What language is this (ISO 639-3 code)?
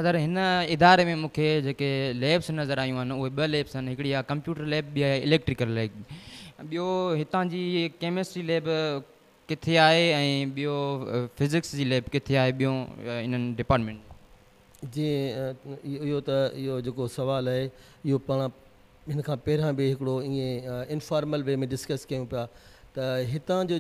snd